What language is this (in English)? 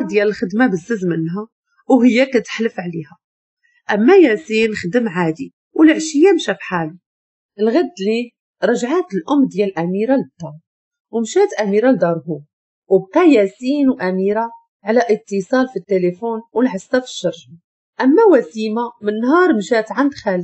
Moroccan Arabic